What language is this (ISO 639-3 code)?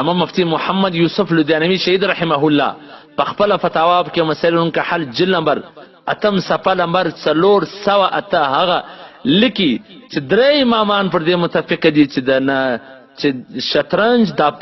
pus